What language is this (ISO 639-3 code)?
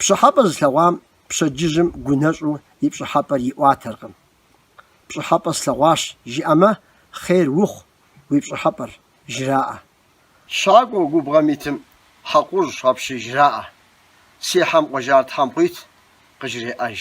kbd